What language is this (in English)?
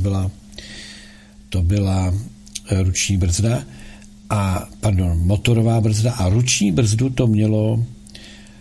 Czech